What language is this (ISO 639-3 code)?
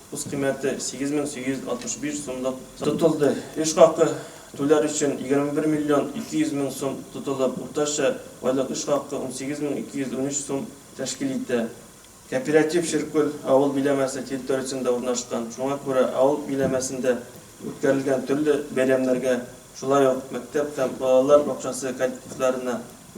tat